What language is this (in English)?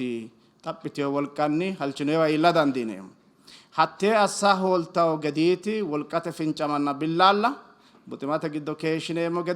Sidamo